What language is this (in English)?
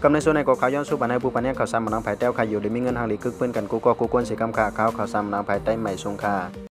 Shan